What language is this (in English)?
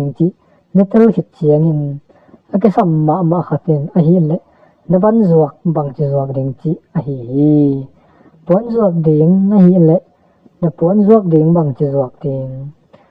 Tedim Chin